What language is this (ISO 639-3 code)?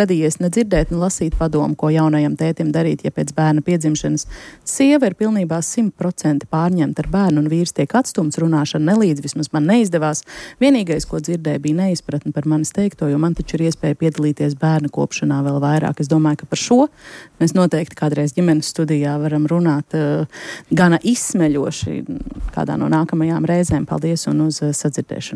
lav